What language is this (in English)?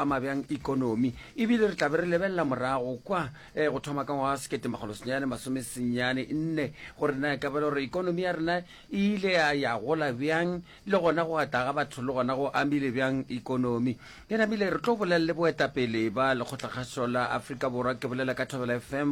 Northern Sotho